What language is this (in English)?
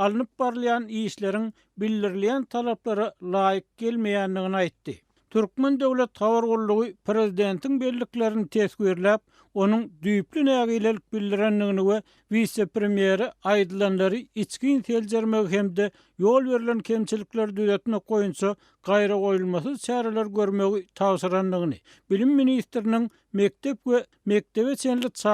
Turkmen